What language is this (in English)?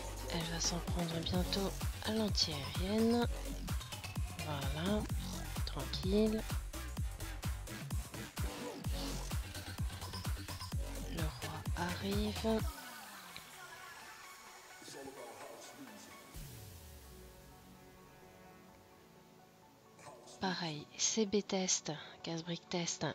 French